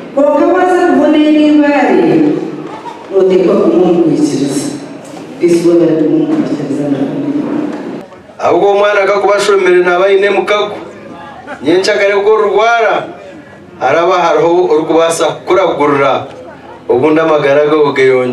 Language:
Nyankole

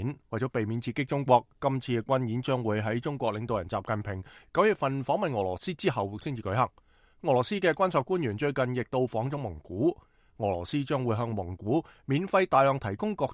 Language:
Cantonese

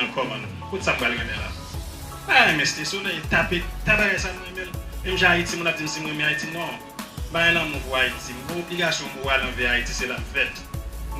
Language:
Haitian Creole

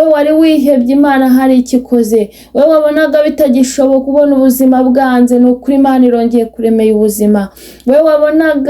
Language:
Kinyarwanda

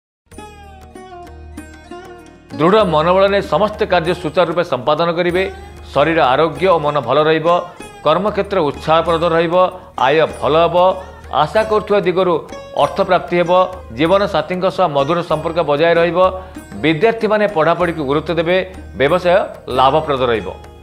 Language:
Odia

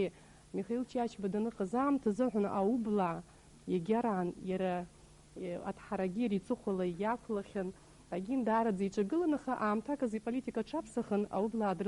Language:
Abkhazian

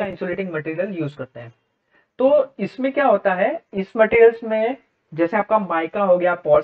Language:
Hindi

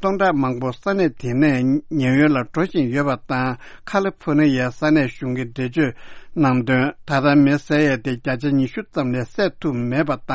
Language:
Tibetan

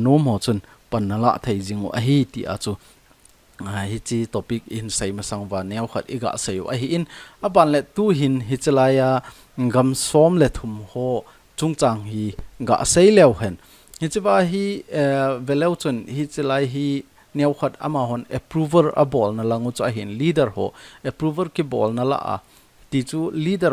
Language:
Thado Chin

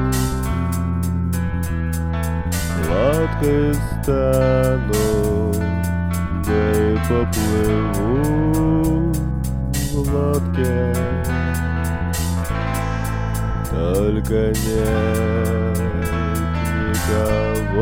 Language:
Russian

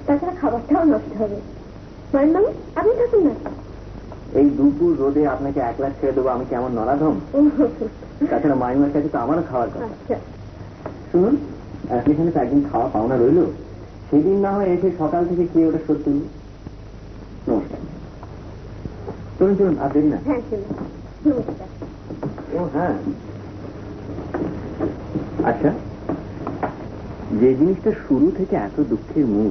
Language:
Bangla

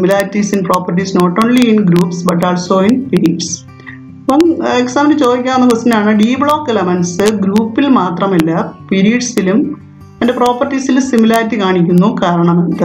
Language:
Malayalam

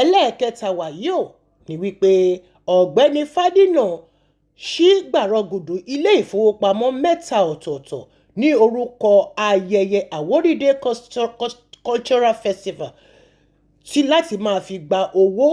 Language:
Yoruba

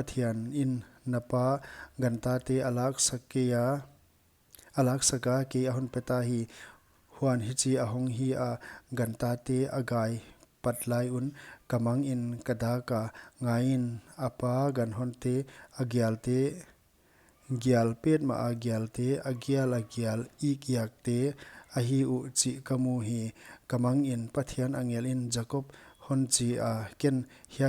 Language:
Paite Chin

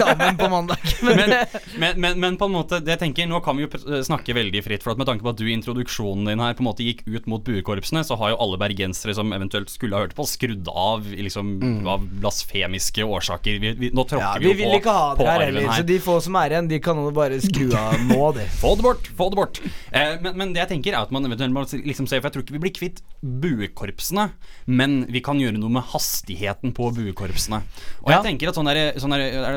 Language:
Norwegian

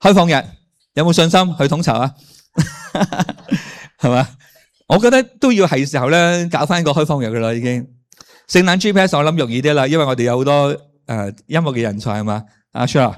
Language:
Cantonese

